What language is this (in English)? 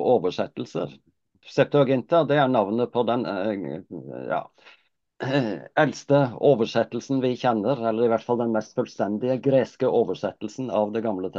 Norwegian